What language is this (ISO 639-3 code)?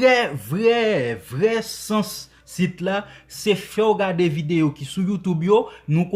hat